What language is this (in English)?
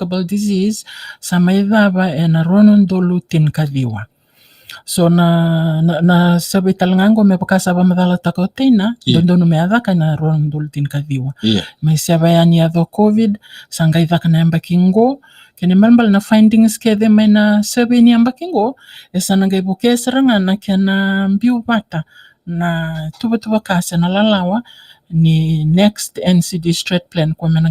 Fijian